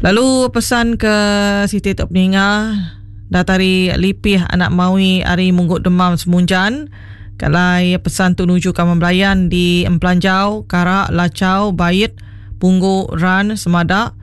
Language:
Iban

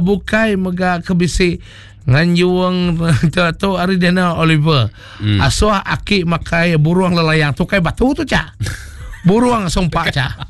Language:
Iban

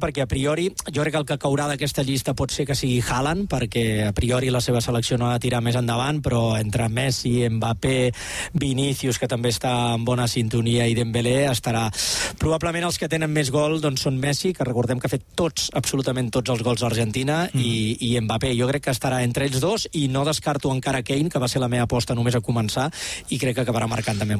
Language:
Catalan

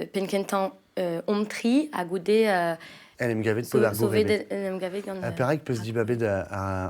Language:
Breton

